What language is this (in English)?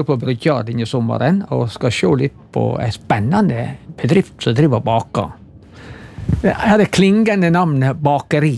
Norwegian